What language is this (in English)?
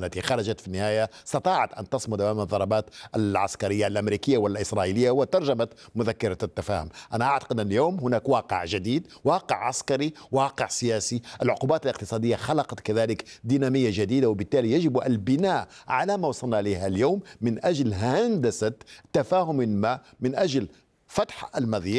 Arabic